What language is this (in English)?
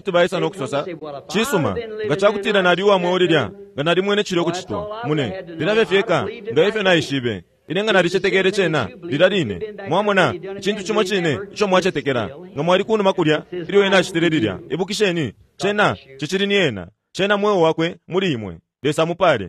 Bemba